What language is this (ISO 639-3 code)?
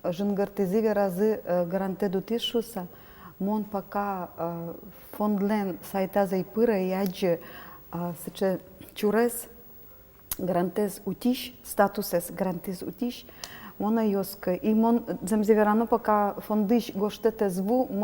udm